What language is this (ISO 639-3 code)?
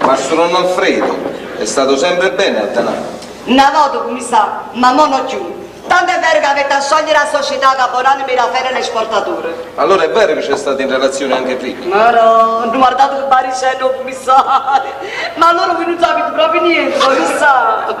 nap